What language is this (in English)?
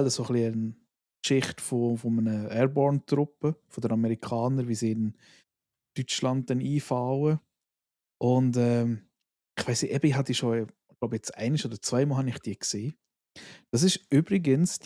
Swiss German